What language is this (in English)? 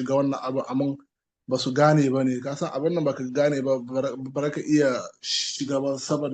Hausa